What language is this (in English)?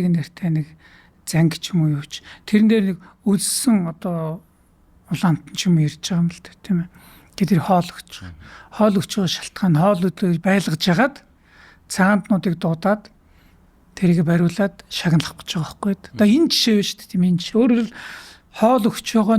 Mongolian